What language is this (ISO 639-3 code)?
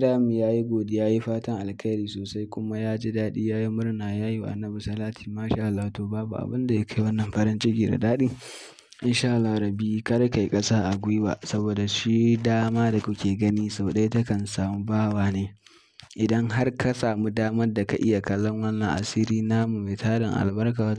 hau